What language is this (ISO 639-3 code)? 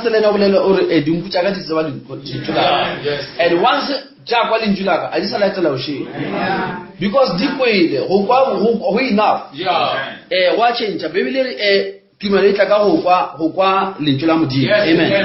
nso